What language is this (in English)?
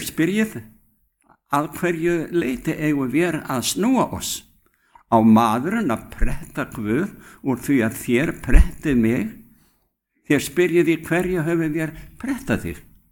Icelandic